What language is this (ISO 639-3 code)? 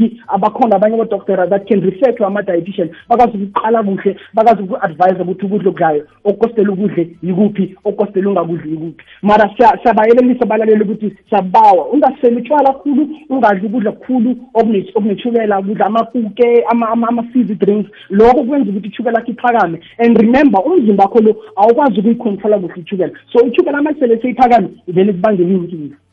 nbl